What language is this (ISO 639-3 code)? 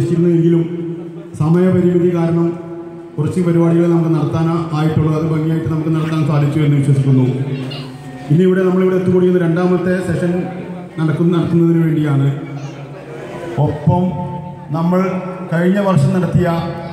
mal